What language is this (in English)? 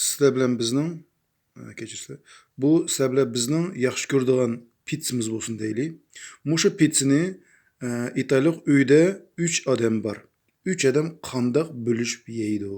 Uyghur